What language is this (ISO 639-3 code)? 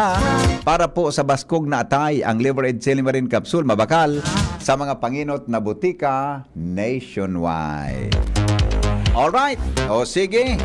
bik